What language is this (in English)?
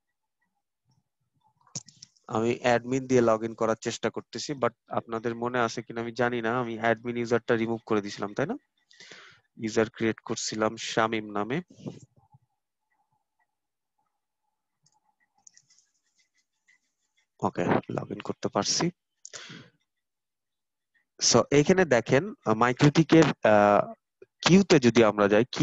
Bangla